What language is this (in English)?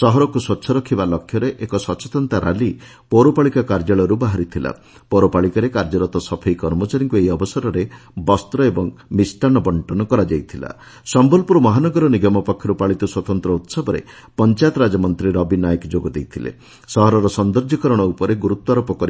Odia